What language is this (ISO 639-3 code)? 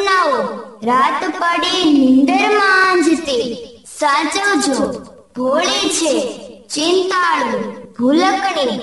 guj